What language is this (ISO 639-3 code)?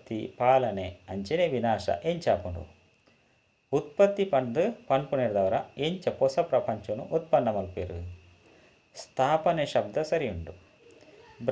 tcy